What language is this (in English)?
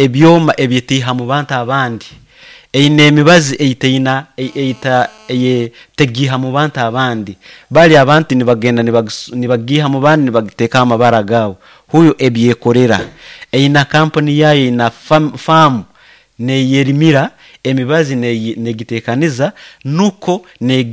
Nyoro